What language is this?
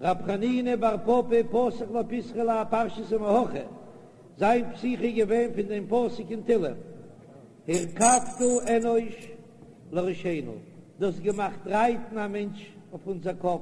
Yiddish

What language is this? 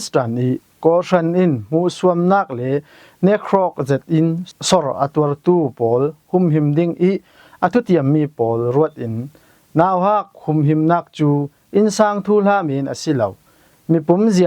Falam Chin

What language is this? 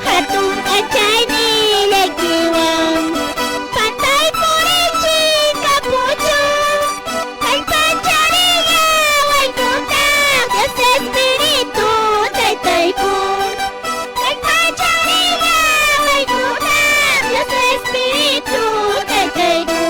Quechua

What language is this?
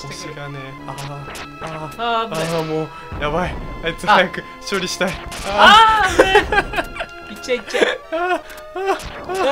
Japanese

